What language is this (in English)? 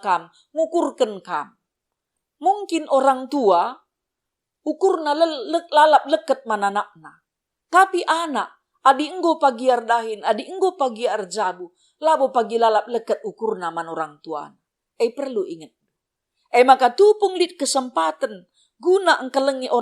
Batak Karo